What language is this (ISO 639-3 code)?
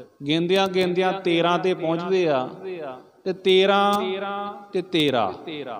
pan